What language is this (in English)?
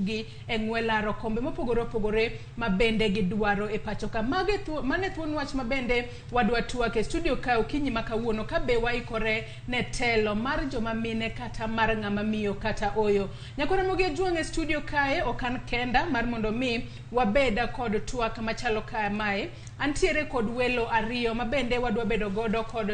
Luo (Kenya and Tanzania)